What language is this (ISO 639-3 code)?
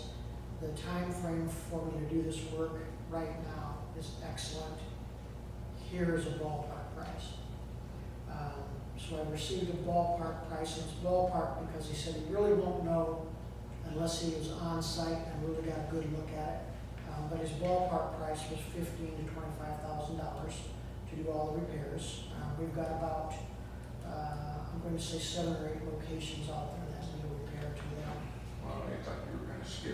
eng